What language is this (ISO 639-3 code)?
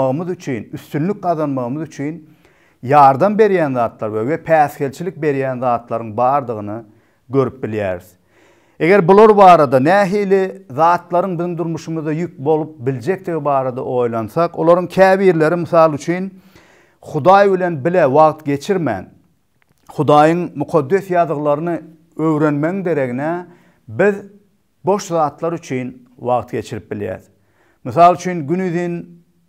tuk